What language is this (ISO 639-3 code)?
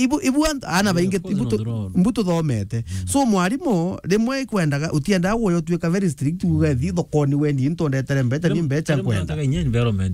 mer